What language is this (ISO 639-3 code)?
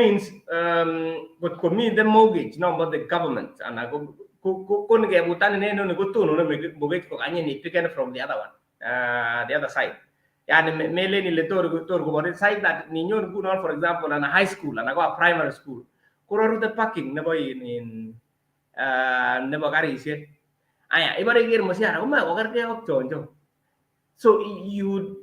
kln